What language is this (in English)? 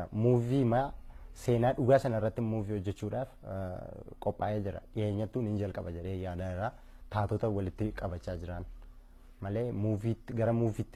Oromo